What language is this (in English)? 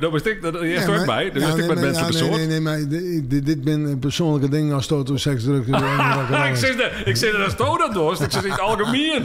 Western Frisian